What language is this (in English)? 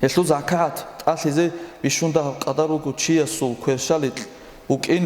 Avaric